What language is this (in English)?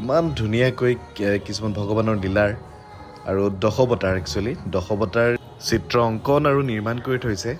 Assamese